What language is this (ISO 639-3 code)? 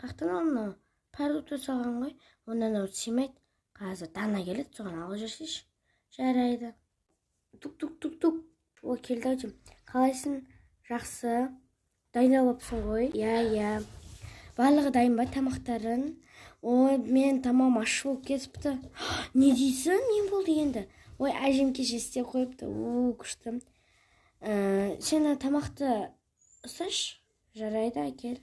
kaz